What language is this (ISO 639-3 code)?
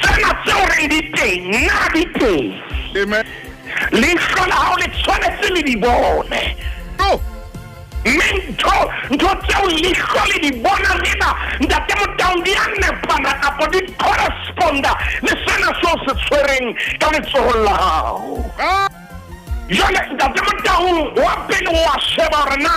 sot